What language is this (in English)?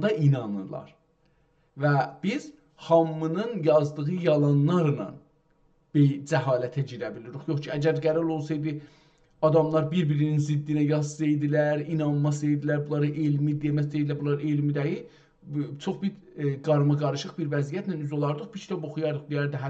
South Azerbaijani